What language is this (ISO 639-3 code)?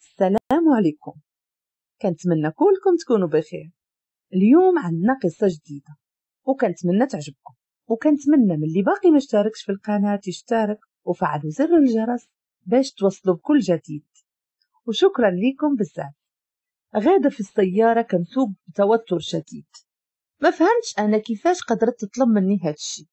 ary